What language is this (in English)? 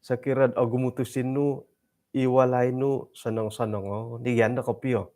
Central Dusun